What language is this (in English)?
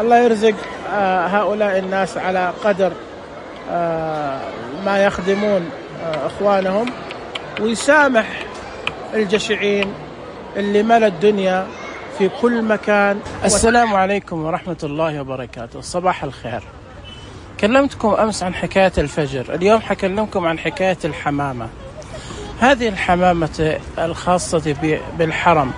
Najdi Arabic